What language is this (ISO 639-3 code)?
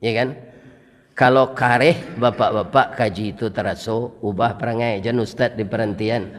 min